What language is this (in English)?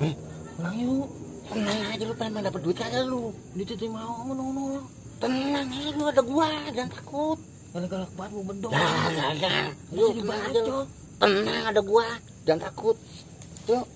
Betawi